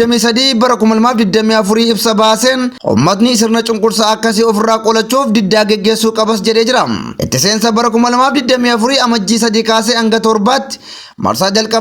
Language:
Oromo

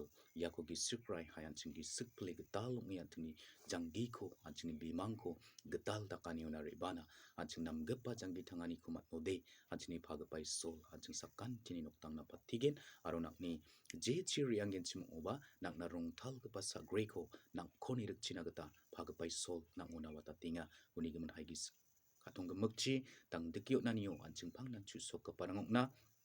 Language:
Garo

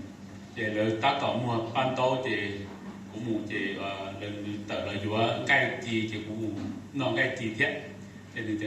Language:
Hmong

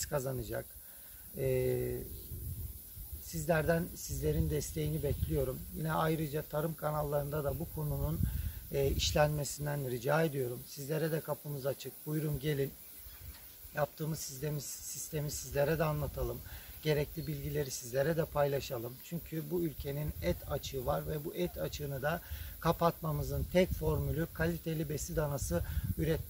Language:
Turkish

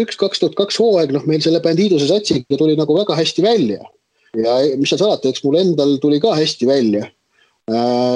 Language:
Estonian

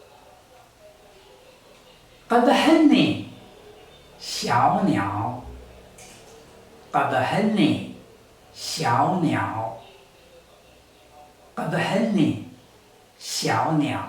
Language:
Taroko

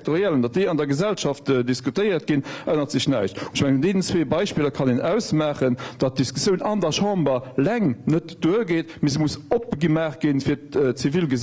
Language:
Luxembourgish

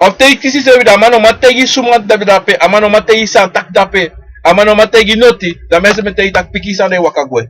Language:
Sranan Tongo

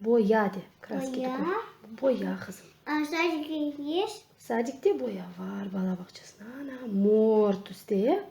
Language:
Crimean Tatar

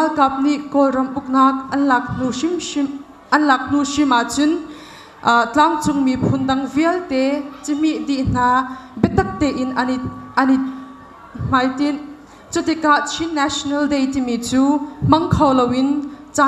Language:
Hakha Chin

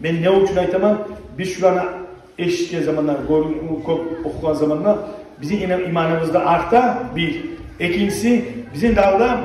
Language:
Kumyk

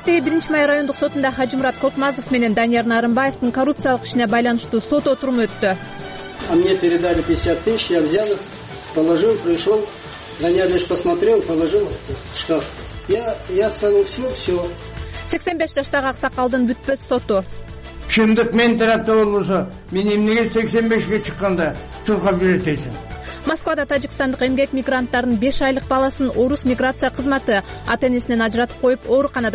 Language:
Kyrgyz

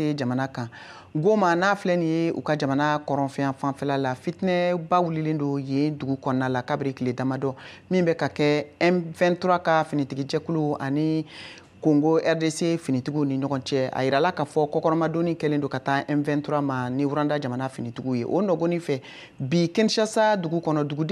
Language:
Bambara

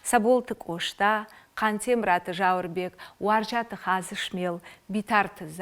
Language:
Ossetic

